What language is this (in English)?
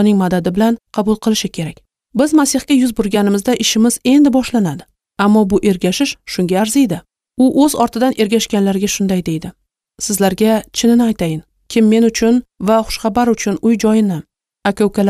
Uzbek